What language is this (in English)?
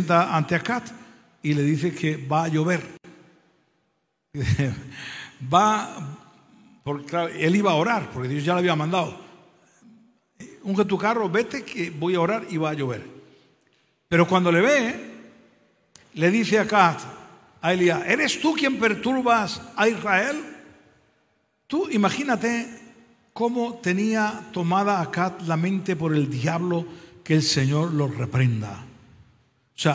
Spanish